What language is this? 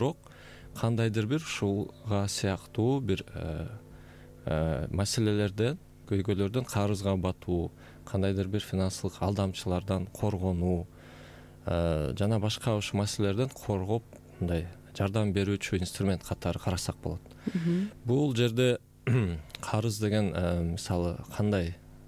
Kyrgyz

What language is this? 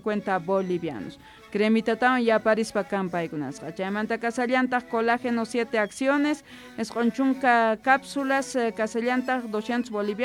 South Bolivian Quechua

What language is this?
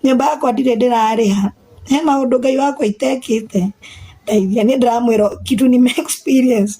Kikuyu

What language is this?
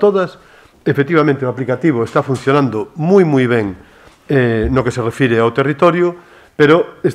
Galician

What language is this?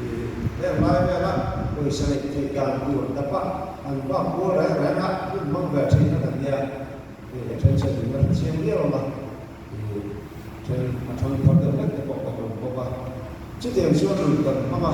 Mizo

